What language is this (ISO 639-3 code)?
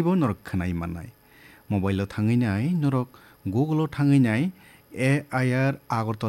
trp